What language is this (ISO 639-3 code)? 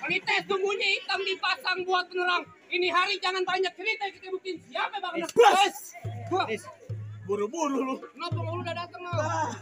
bew